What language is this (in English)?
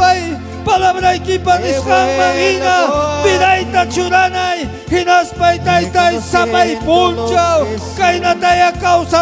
Ayacucho Quechua